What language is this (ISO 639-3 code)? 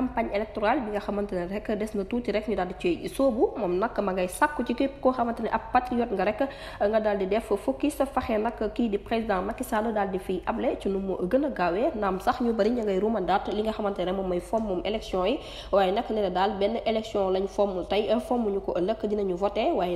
wol